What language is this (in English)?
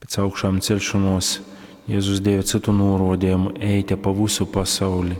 Latgalian